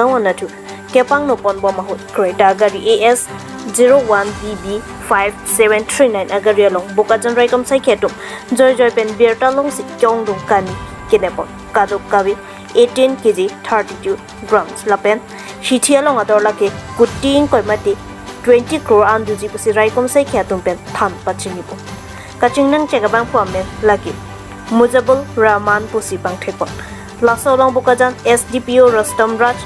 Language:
Karbi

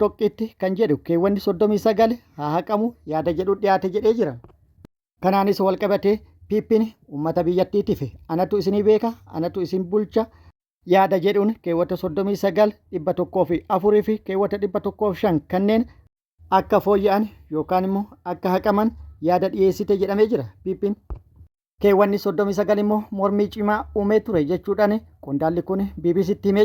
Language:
Oromo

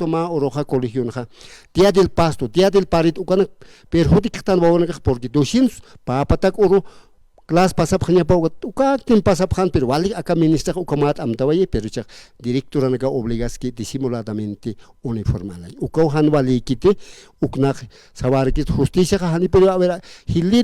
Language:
Aymara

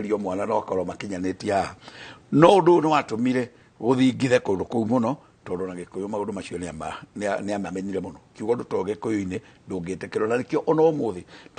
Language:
Kikuyu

